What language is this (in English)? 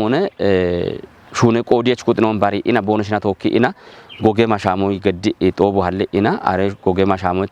Kafa